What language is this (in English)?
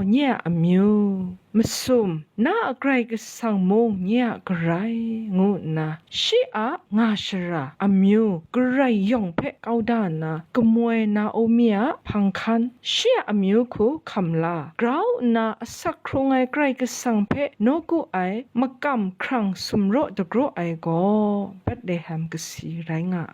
Kachin